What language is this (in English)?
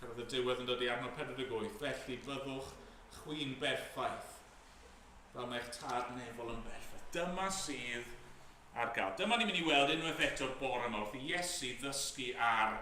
Welsh